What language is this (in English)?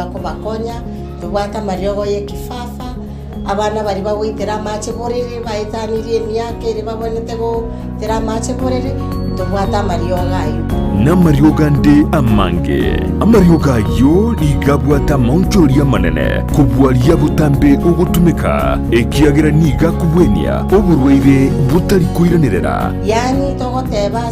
Gusii